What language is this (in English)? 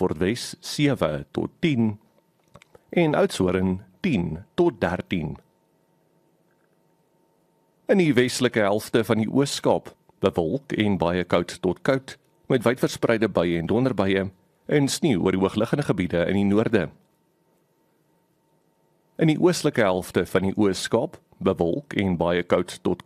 Afrikaans